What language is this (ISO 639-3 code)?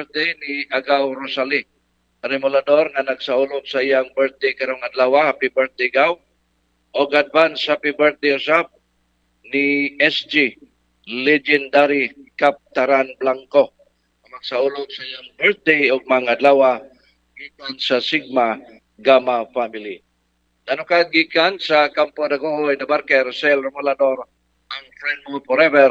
ceb